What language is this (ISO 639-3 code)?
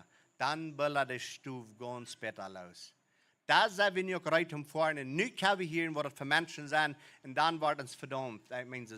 pdt